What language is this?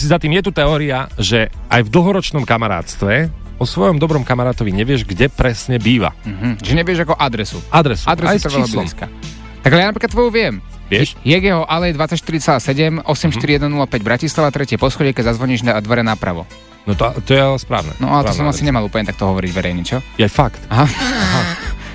Slovak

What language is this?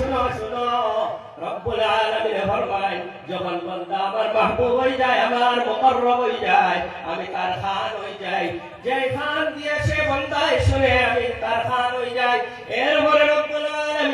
Sylheti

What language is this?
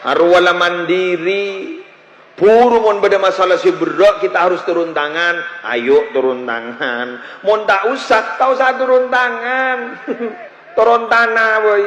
Madurese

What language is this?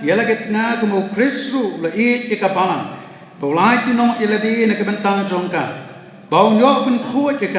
Khasi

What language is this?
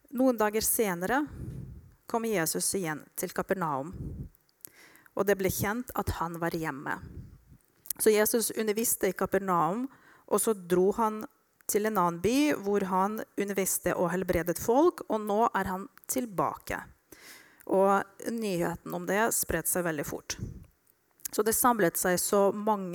Norwegian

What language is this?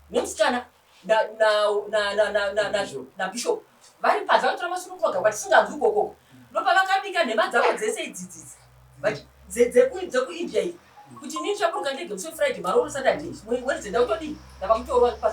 Shona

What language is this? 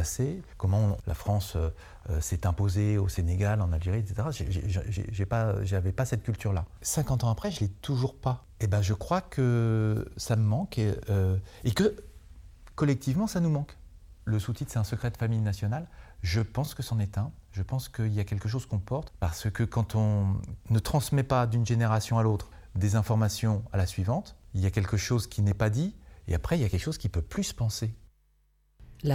French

